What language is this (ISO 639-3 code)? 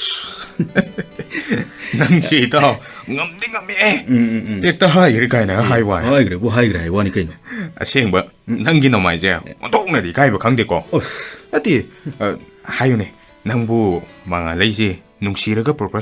mni